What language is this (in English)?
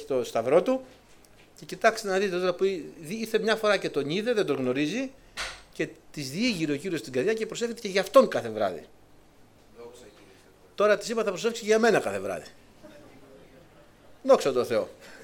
Greek